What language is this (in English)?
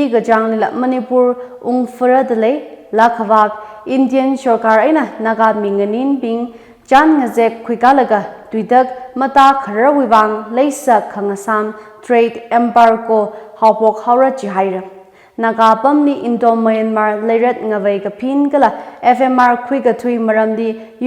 Tangkhul Naga (India)